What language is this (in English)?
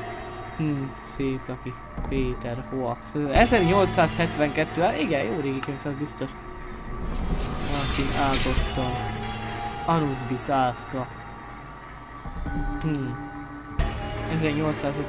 Hungarian